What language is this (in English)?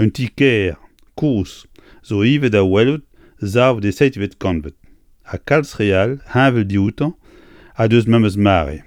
Breton